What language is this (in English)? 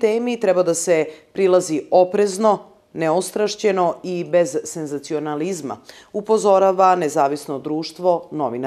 Serbian